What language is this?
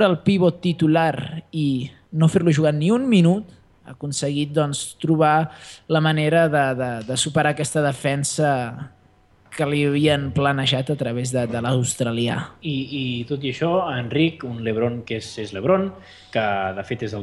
Catalan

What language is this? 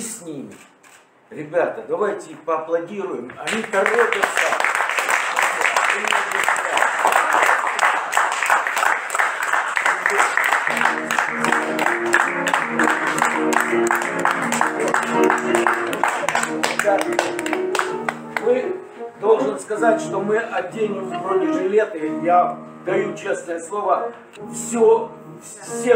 Russian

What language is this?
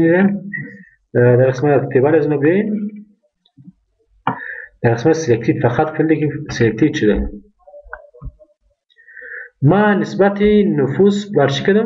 Persian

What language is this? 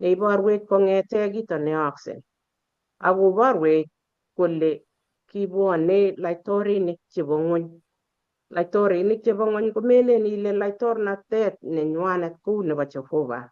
Kalenjin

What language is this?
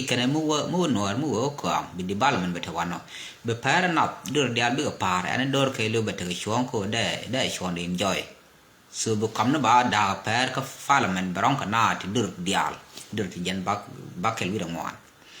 Nuer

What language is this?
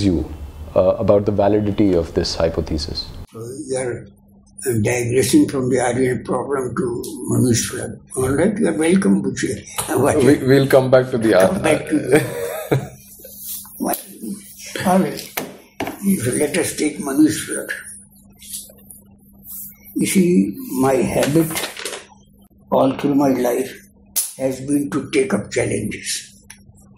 English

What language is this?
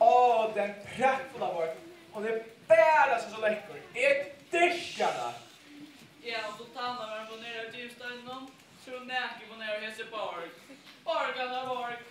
Faroese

